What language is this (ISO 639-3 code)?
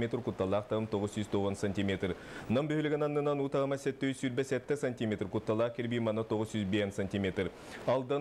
sah